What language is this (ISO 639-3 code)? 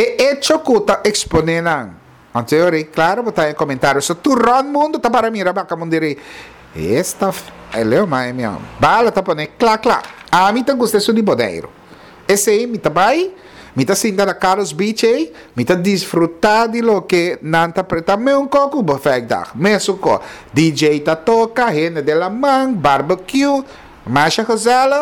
pap